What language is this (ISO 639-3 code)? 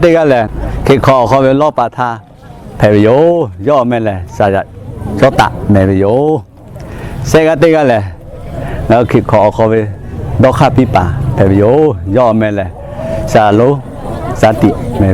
lhu